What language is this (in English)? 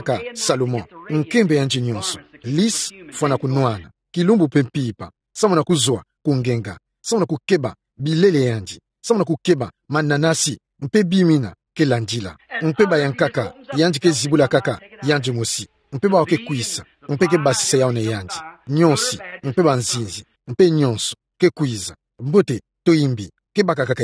Kituba (Democratic Republic of Congo)